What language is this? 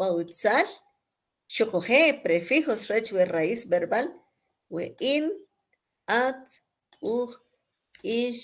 Kʼicheʼ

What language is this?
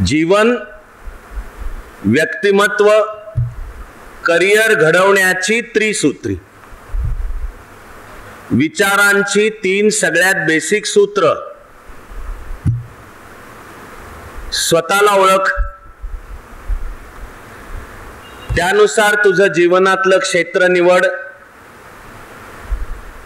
Marathi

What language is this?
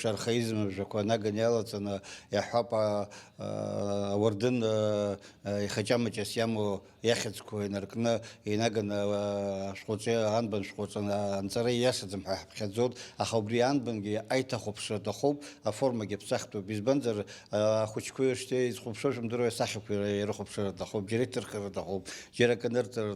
Abkhazian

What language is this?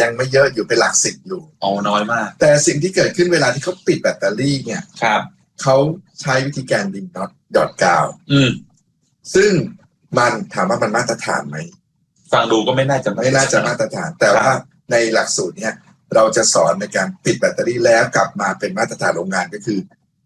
Thai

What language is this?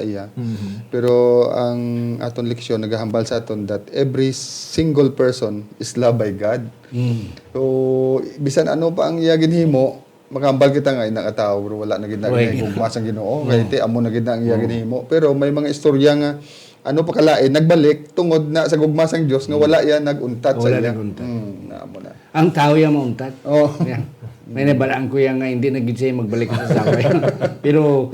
Hiligaynon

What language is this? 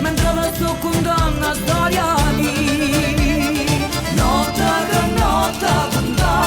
Neapolitan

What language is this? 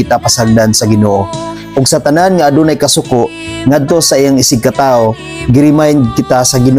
Cebuano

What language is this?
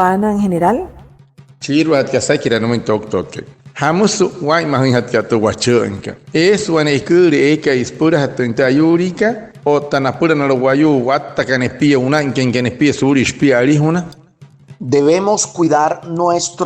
Wayuu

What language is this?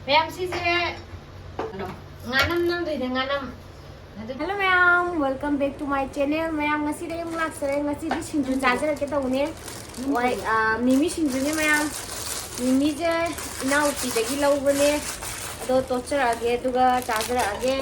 Manipuri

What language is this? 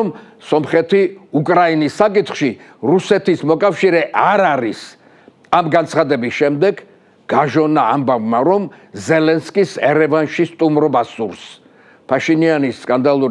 Georgian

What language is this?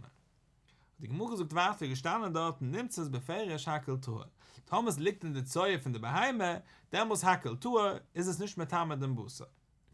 Yiddish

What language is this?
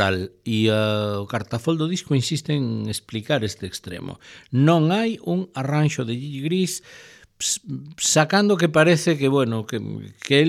Galician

